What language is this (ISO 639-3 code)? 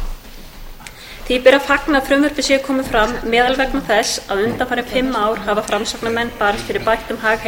isl